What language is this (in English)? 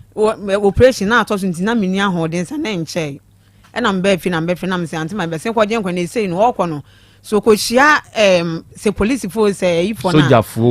Akan